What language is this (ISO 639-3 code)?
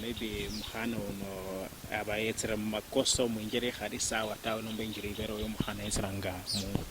luy